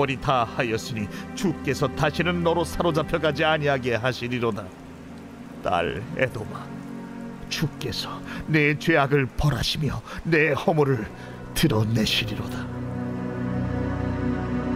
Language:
Korean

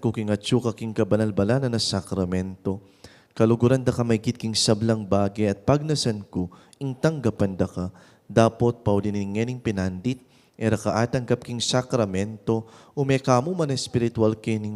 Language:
Pampanga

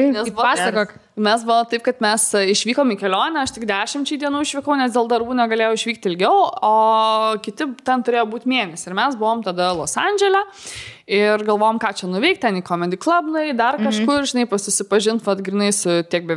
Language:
Lithuanian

